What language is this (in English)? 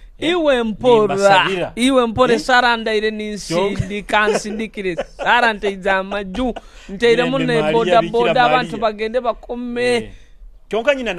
Nyoro